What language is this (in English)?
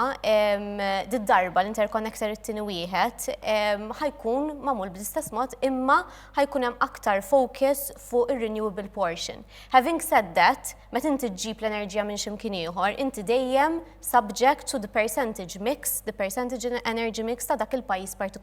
Maltese